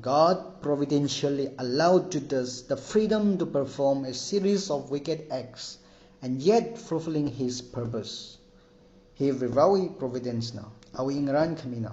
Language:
Tangkhul Naga (India)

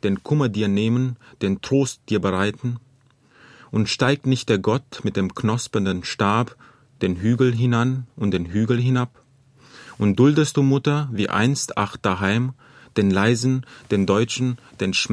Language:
German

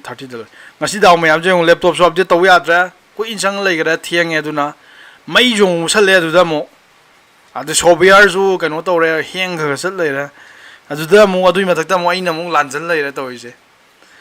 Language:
Manipuri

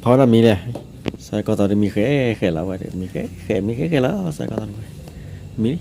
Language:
S'gaw Karen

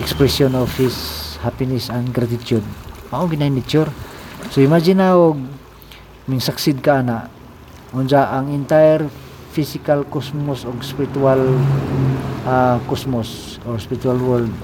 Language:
Cebuano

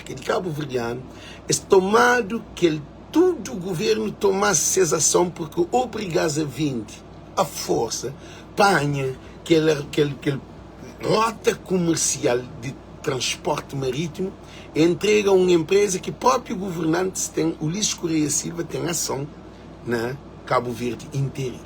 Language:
Kabuverdianu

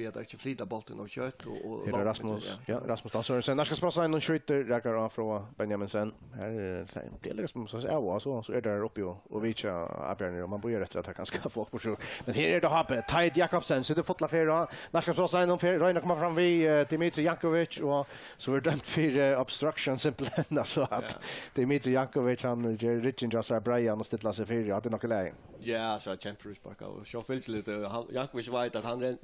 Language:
Faroese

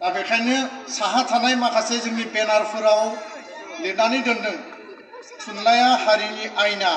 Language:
Bodo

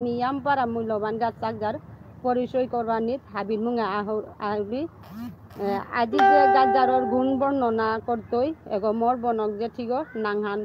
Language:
Bishnupriya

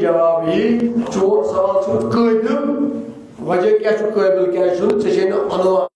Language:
Kashmiri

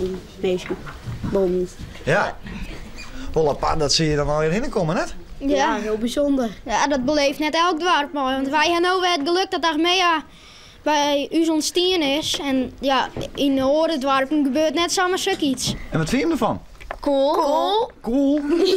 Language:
Western Frisian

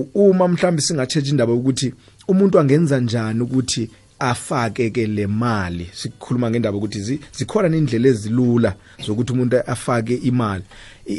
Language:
South Ndebele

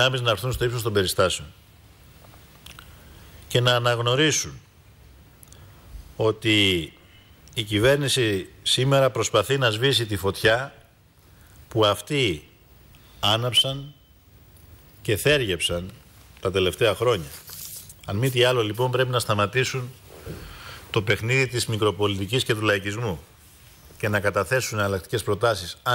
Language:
Greek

